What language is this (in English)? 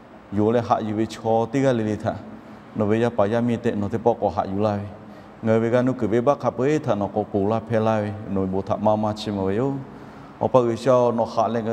Lahu